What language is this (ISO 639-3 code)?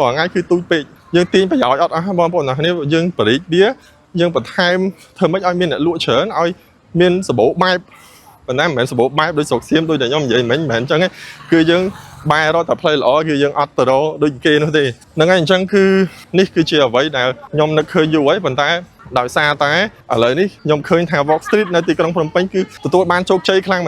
khm